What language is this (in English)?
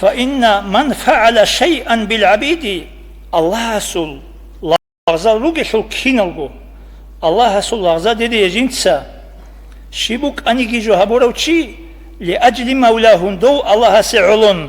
Avaric